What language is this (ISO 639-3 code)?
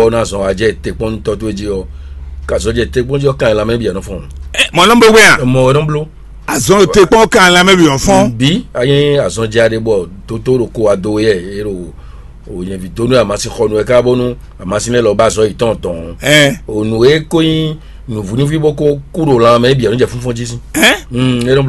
fon